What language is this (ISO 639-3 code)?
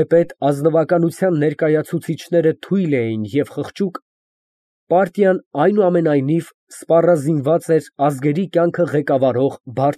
hye